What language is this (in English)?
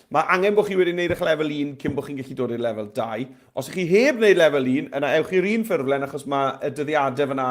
Welsh